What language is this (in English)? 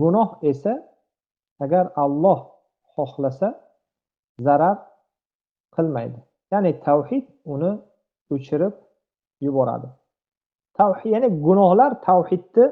Uzbek